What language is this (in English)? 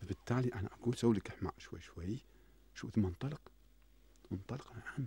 Gulf Arabic